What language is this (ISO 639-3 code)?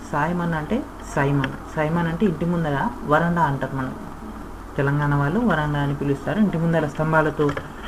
tel